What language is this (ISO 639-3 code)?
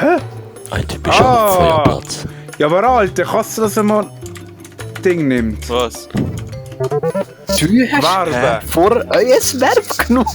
gsw